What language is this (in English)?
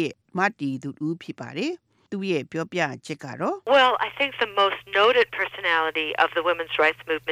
Burmese